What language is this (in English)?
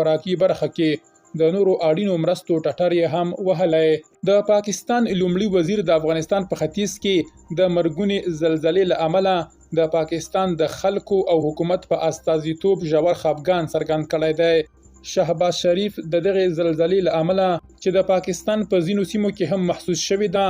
Pashto